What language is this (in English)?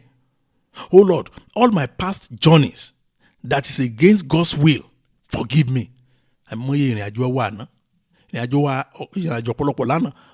Yoruba